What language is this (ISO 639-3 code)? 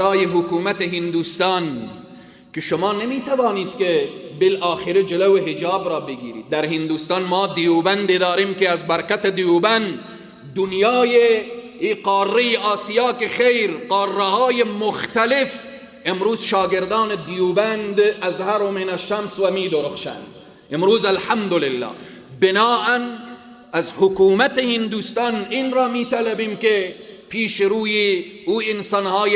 fas